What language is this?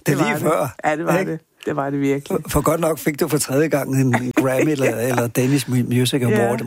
Danish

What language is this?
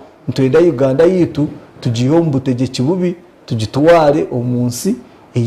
Nyankole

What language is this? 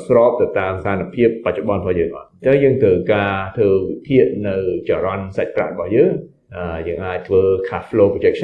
Khmer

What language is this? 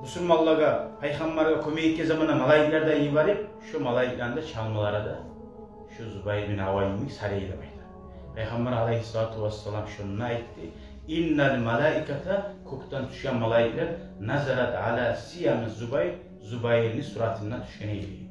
Kumyk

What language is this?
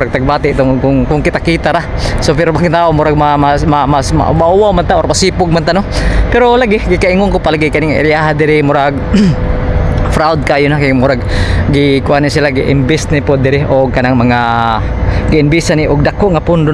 Cebuano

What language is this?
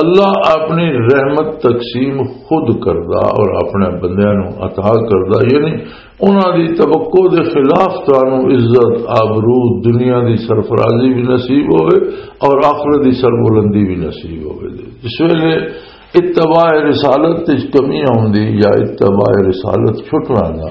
Western Panjabi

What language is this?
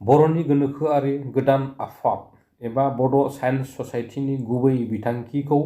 Bodo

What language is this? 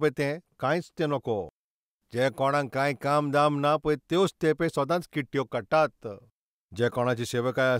Konkani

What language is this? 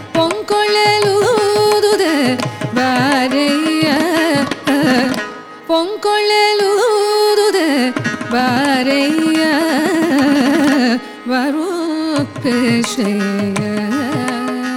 Kannada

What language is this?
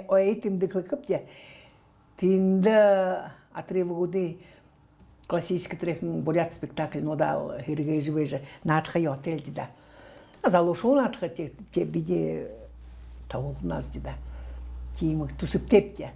Buriat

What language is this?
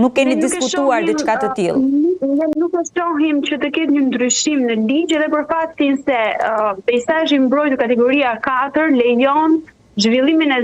Albanian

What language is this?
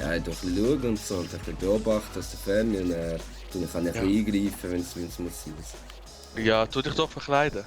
Swiss German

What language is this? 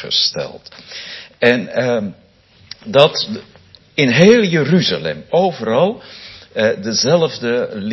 Dutch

